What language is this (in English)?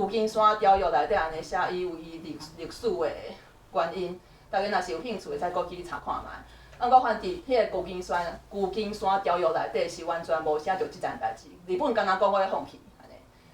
Min Nan Chinese